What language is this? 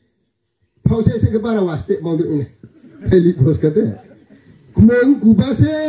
Riang (India)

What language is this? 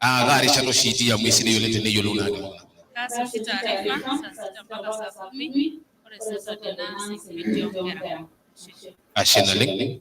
Masai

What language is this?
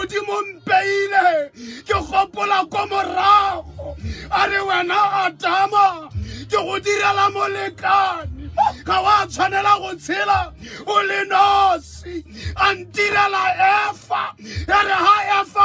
Tswana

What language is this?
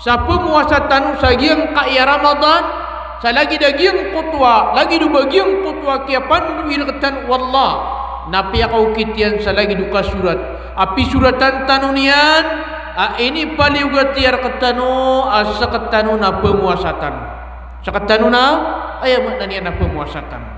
Maranao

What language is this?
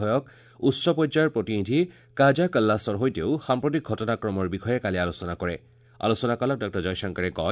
Assamese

